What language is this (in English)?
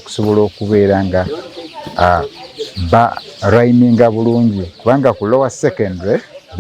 Ganda